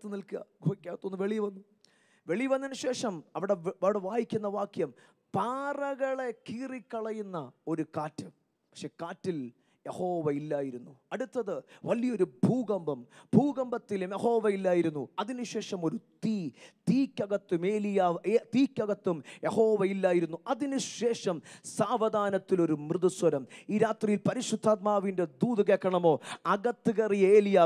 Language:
Malayalam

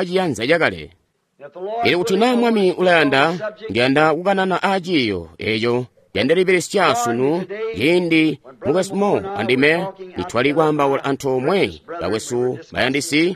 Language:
Tonga (Zambia)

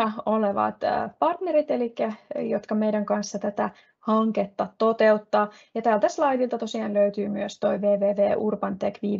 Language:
Finnish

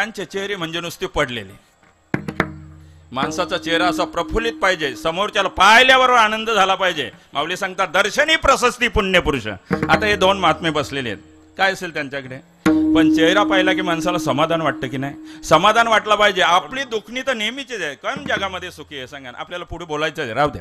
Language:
Marathi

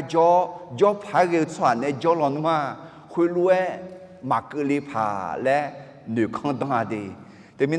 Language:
Akha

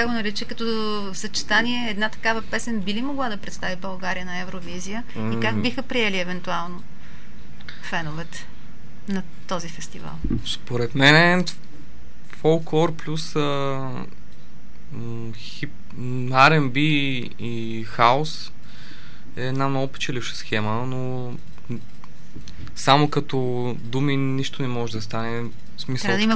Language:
Bulgarian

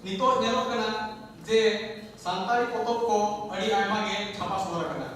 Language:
Santali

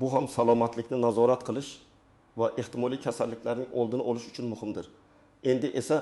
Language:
Uzbek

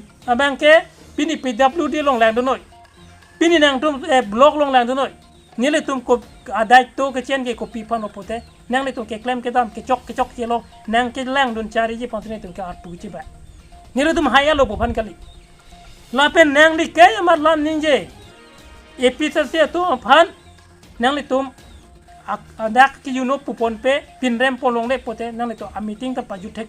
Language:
Karbi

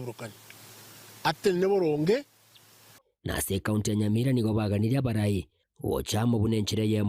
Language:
Gusii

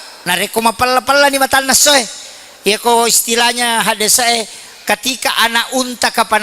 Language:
Buginese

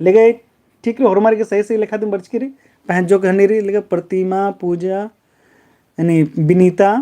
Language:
Kurukh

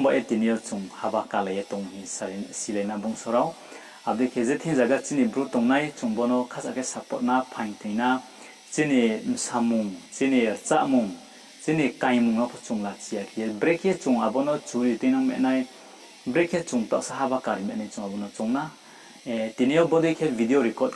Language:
Riang (India)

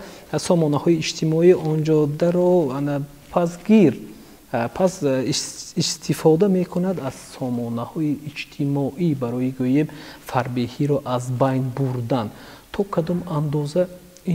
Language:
Tajik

